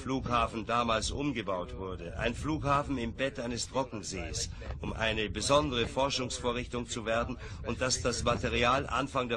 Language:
German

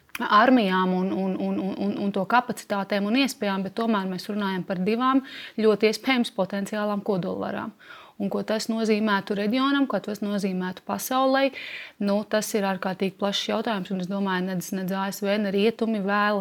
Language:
Latvian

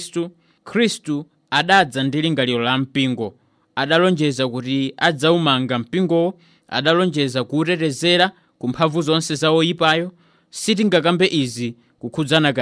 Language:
Nyanja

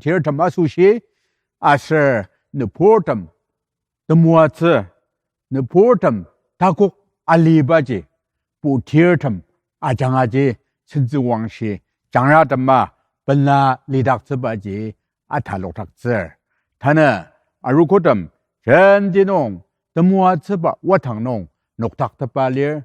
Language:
Ao Naga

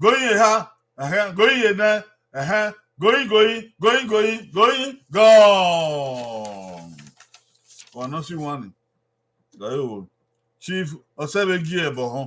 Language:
Bini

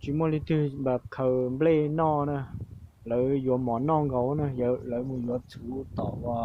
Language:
Hmong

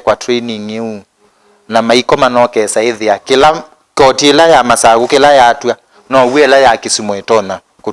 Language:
Kamba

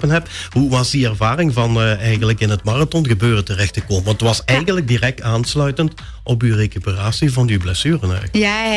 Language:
Dutch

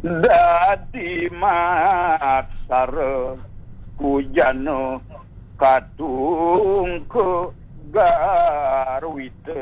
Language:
Balinese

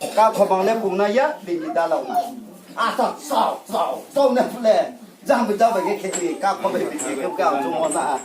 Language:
Riang (India)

